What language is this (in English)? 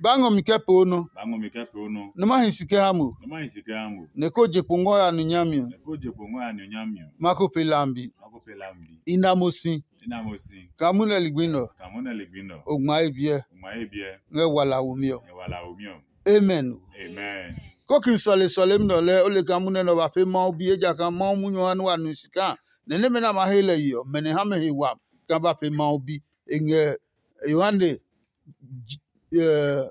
Adangme